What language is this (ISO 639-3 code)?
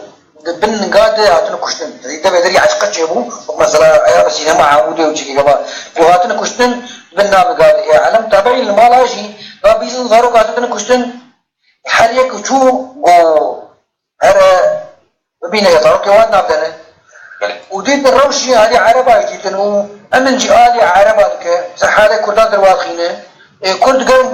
kur